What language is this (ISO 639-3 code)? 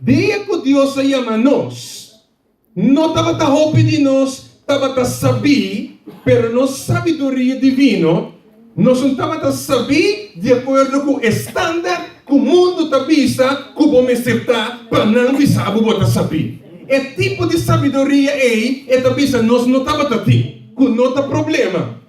pap